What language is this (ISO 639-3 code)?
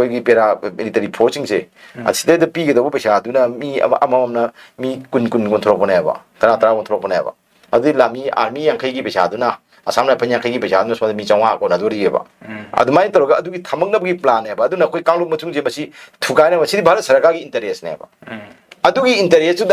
mni